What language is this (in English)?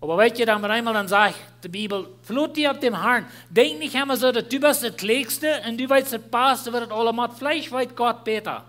Plautdietsch